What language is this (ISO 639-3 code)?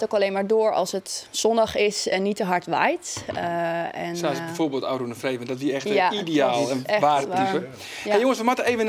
fry